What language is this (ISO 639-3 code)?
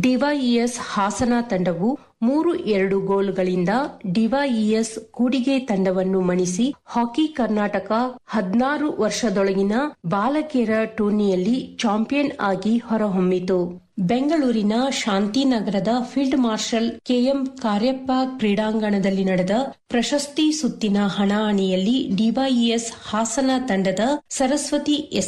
kan